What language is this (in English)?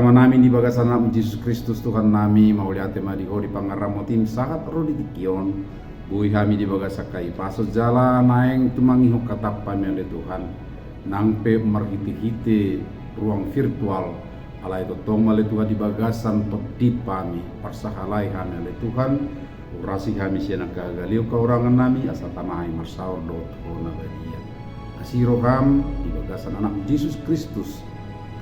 Batak Toba